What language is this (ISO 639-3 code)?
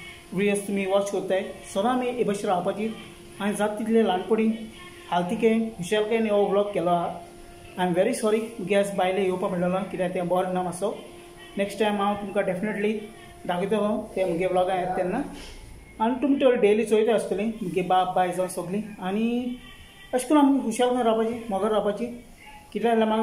kok